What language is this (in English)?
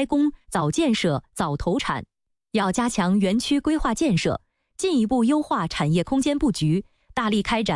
Chinese